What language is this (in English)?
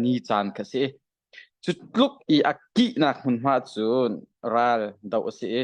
Hakha Chin